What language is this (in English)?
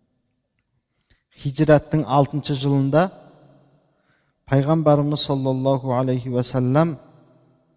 Kazakh